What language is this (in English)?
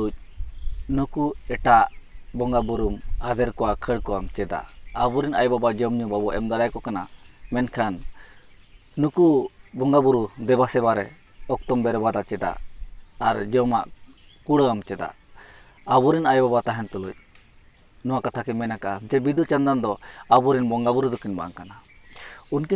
Santali